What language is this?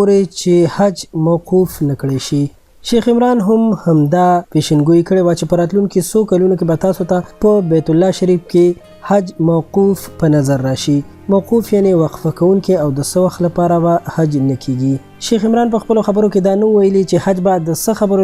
Pashto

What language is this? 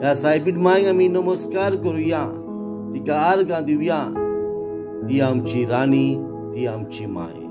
Konkani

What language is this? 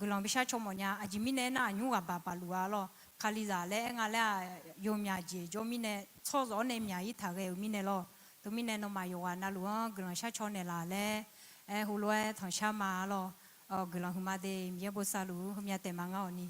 Akha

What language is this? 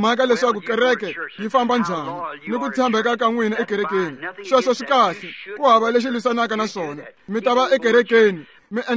Tsonga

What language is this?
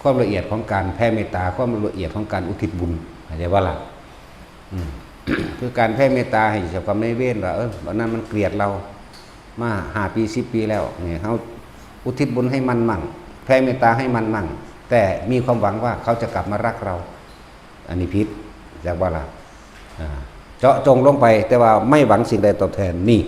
Northeastern Thai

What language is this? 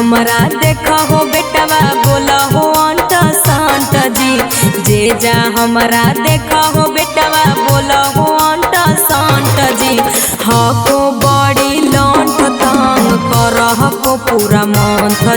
Magahi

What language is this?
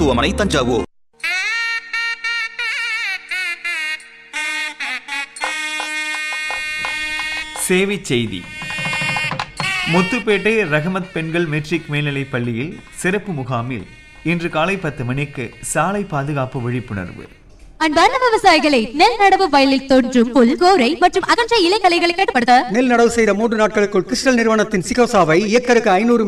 Tamil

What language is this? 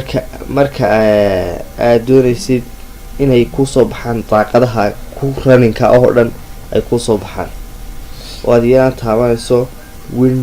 Somali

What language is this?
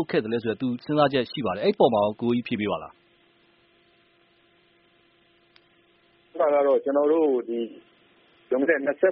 Burmese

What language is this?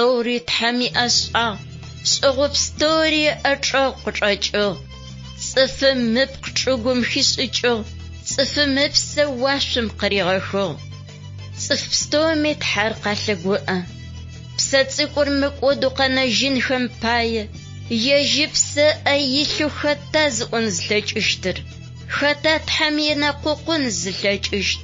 Adyghe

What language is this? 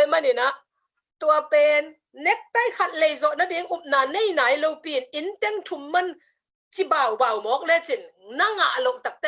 Tedim Chin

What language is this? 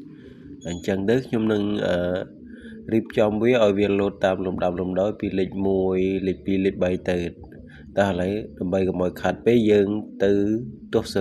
Khmer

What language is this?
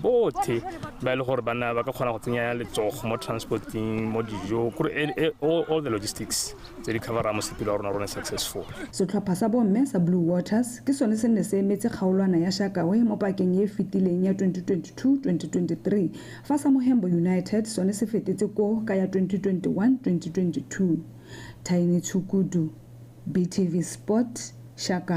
Tswana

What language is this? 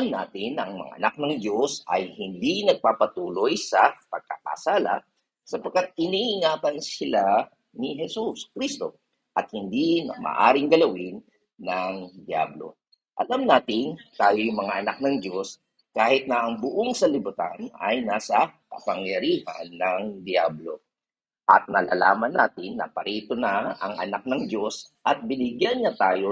Filipino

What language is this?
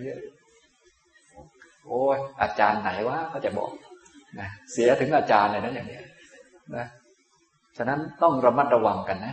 Thai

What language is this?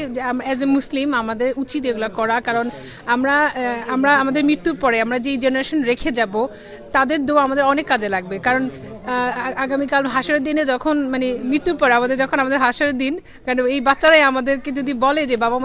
Sylheti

